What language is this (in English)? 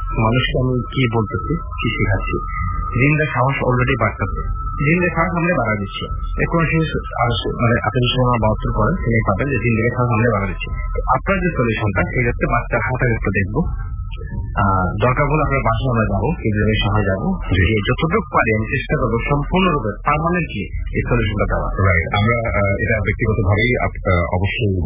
Bangla